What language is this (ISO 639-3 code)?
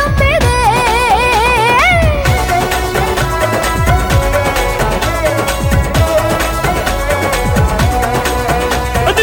kan